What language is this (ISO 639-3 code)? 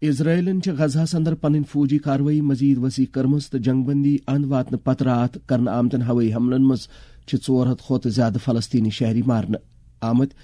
kas